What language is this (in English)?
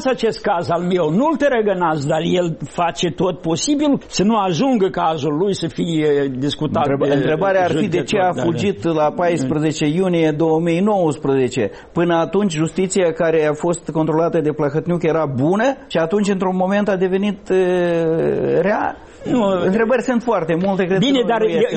Romanian